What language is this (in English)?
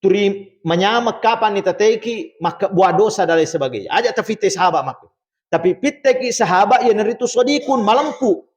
Buginese